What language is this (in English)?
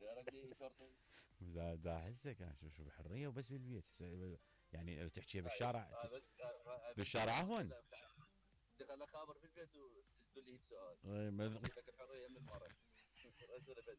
Mesopotamian Arabic